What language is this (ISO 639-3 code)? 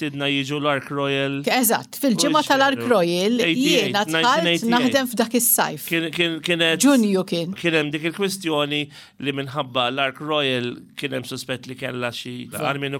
mlt